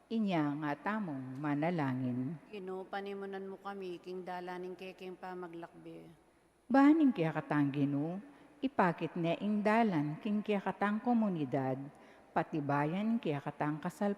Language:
Pampanga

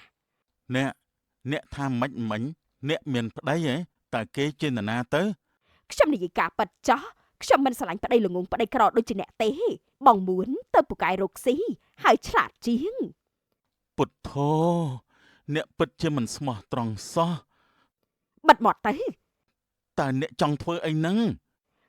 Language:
Khmer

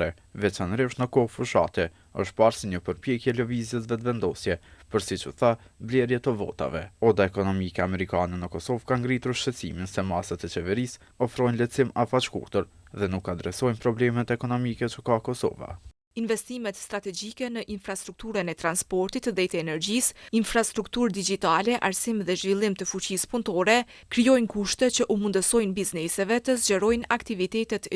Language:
Albanian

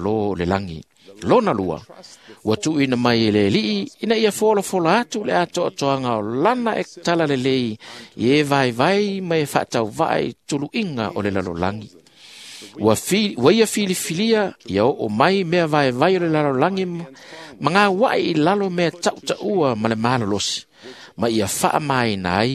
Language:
Samoan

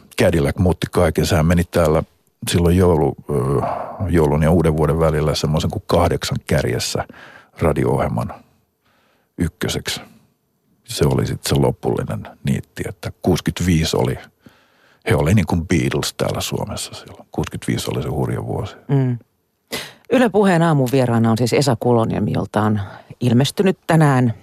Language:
Finnish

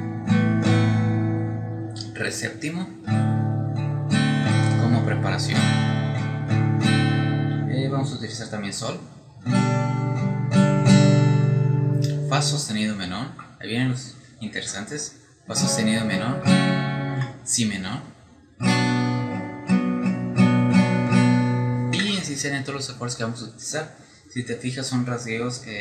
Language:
Spanish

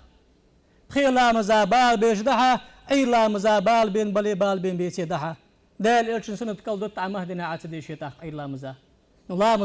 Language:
Ingush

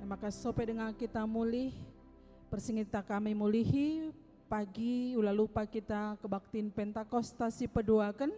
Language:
Batak Karo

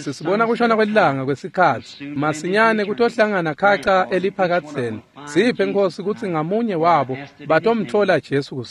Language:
Swati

